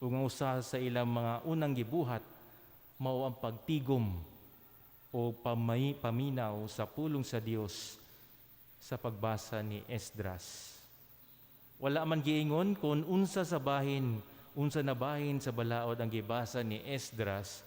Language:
Cebuano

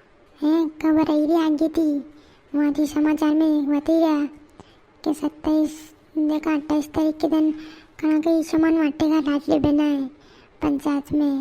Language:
Rajasthani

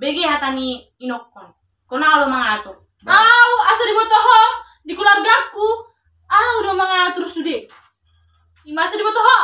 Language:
Batak Toba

